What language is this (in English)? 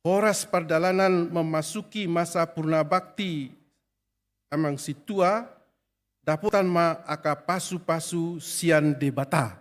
Batak Toba